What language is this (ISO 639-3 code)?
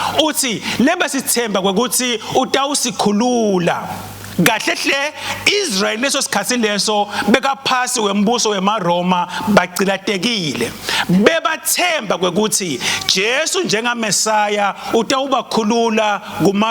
ssw